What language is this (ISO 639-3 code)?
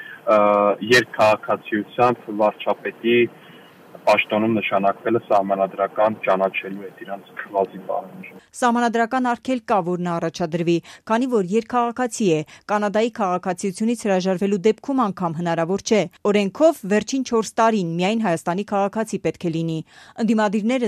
hye